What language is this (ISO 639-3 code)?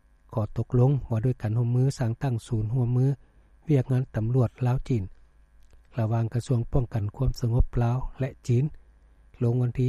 lao